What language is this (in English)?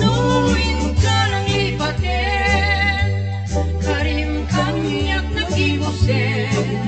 Iloko